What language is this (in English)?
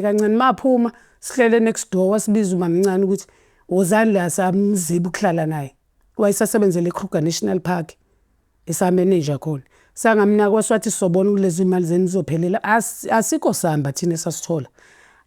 Zulu